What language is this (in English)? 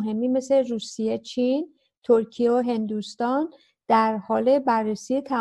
Persian